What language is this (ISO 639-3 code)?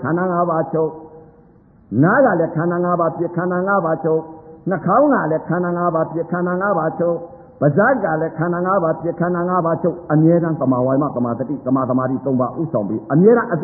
mya